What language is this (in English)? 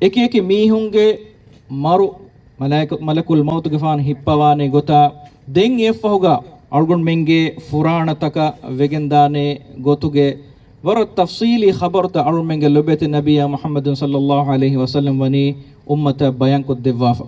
Divehi